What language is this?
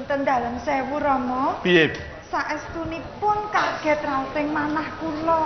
Javanese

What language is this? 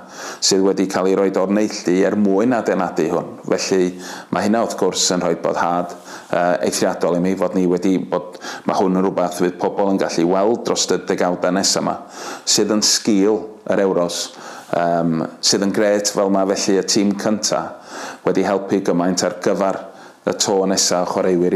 Welsh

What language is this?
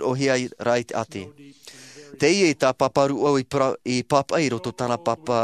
Tahitian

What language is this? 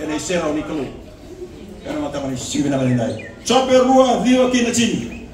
Fijian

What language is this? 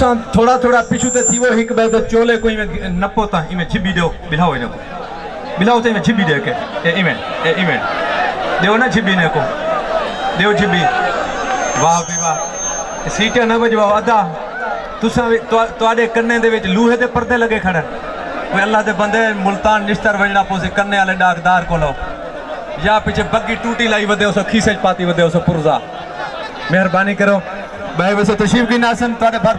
Saraiki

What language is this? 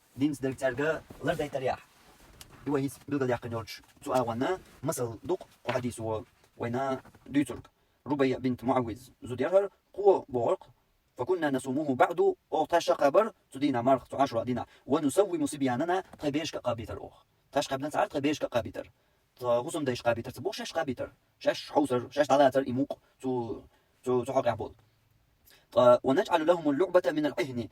Chechen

